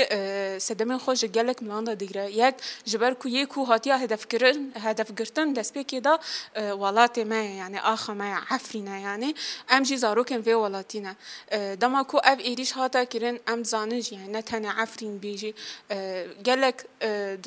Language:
Kurdish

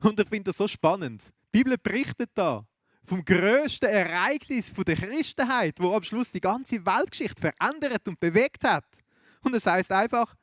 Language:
Swiss German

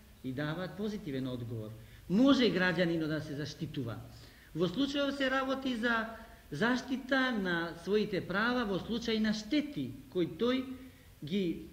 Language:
Macedonian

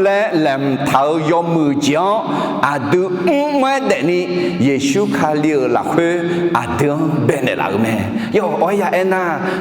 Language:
Akha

